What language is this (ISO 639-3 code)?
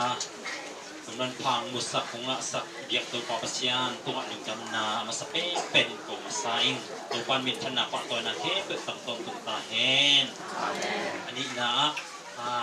ctd